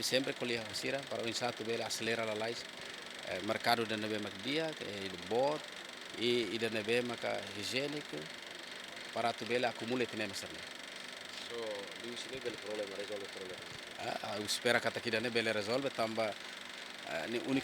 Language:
Tetum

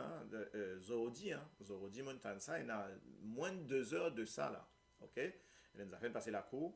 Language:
Morisyen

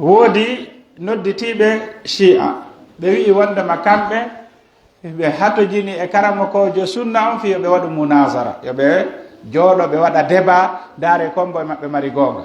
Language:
Pular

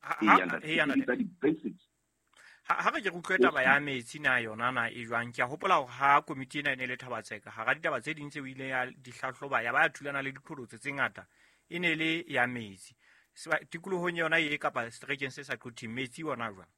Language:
Southern Sotho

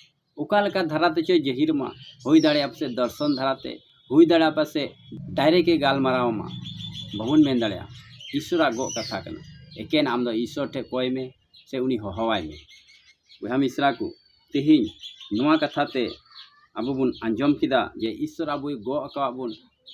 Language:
Santali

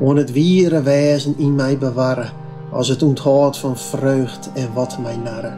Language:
Western Frisian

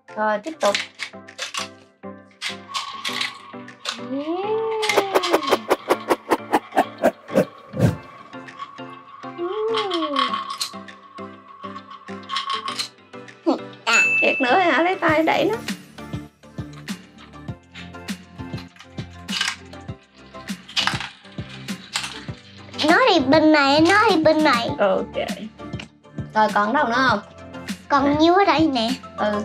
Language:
Vietnamese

